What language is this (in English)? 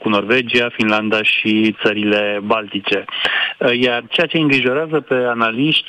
Romanian